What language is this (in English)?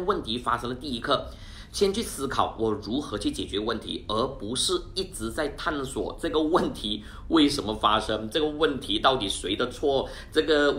Chinese